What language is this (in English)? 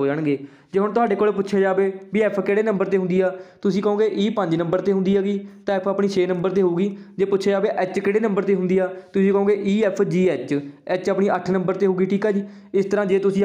Punjabi